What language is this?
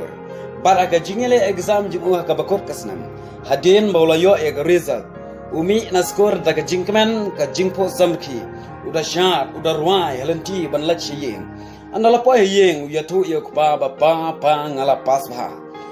Khasi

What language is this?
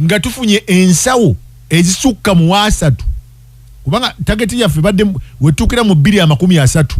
Ganda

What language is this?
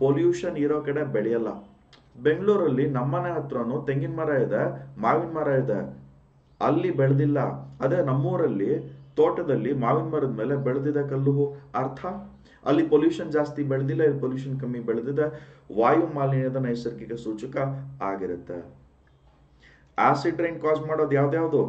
Kannada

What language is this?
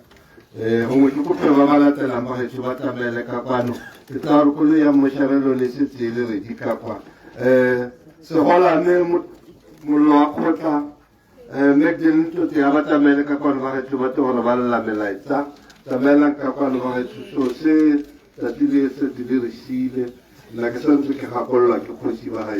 Tswana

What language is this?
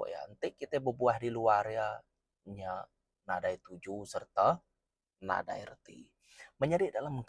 Iban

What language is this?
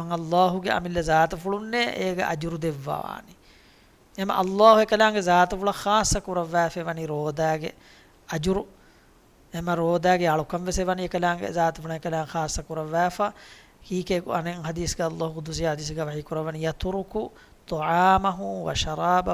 Divehi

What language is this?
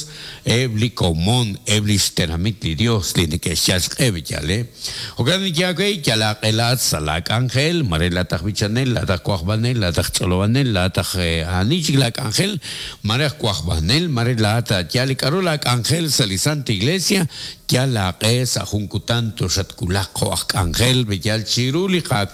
Kekchí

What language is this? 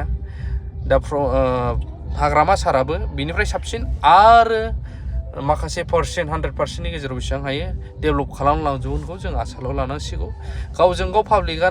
Bodo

